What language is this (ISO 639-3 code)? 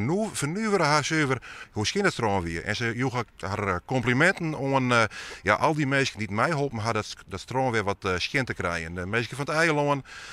fry